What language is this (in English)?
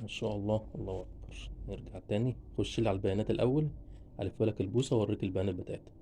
Egyptian Arabic